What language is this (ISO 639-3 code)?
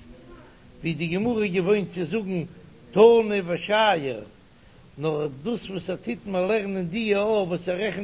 yid